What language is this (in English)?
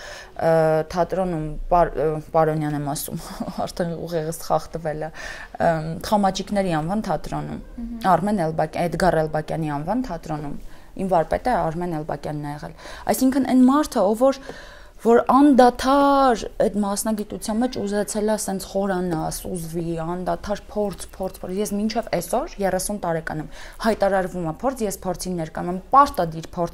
Armenian